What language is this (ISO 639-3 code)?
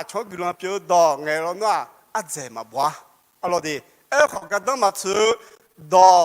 ahk